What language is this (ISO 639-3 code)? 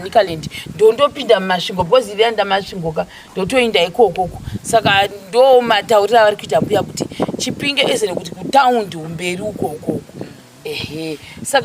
sna